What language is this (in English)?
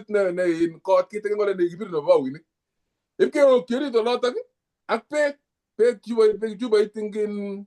Kalenjin